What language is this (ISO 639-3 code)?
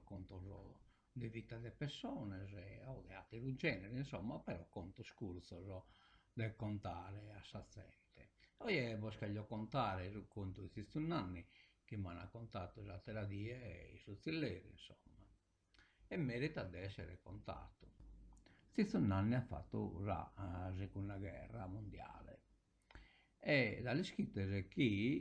srd